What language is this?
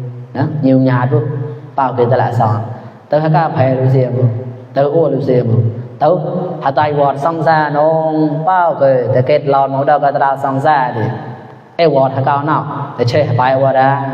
Mon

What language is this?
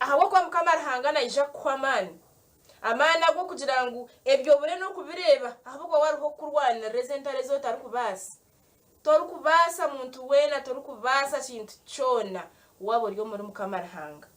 Nyankole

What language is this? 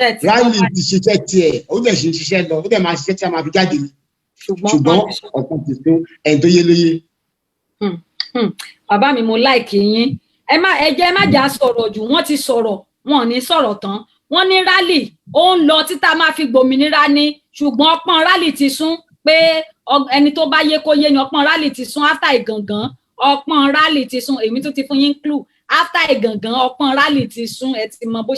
Yoruba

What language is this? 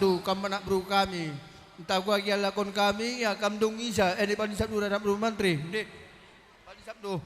Batak Karo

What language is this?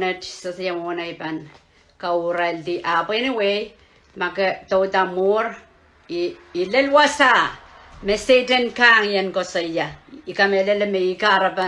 Pohnpeian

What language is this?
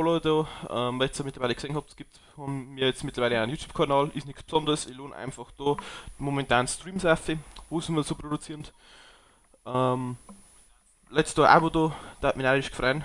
Bavarian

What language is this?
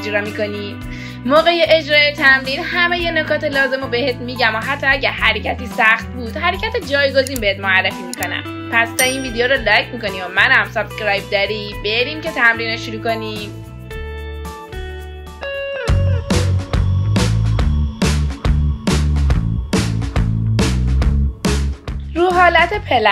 Persian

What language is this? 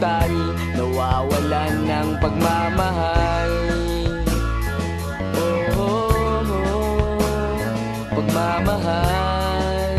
Filipino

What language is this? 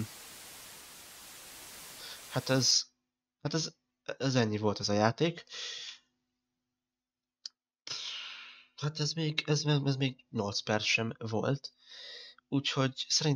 Hungarian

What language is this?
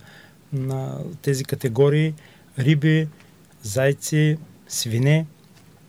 Bulgarian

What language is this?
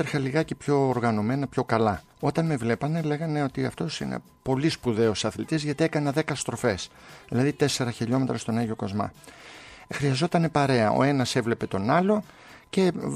Greek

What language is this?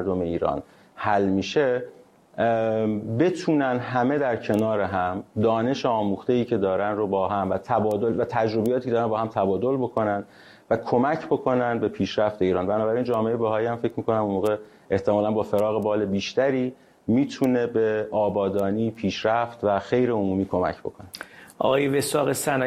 Persian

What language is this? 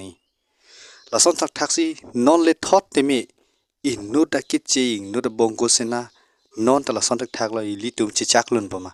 Karbi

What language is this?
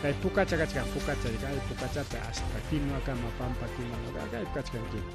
Ayacucho Quechua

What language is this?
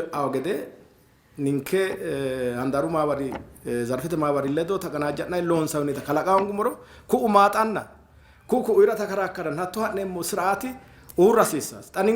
Sidamo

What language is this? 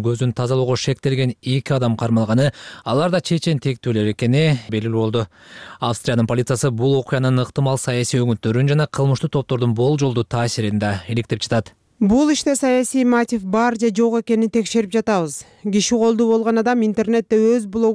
Kyrgyz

